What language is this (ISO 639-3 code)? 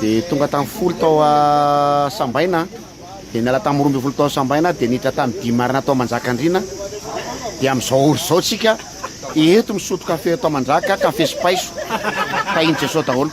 mlg